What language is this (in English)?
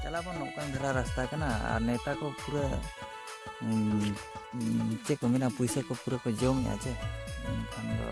Santali